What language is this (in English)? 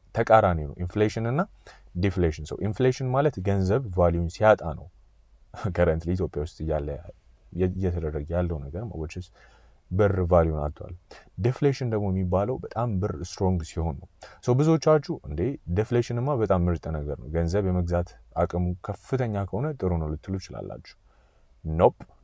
Amharic